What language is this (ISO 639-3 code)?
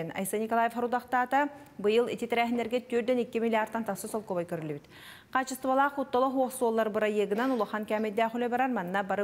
sah